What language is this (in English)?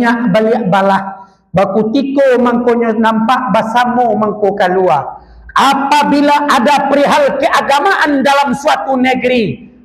Minangkabau